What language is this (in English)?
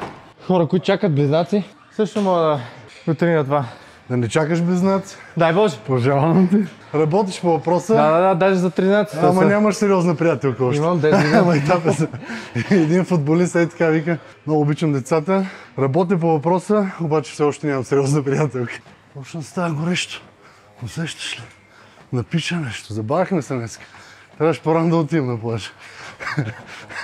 Bulgarian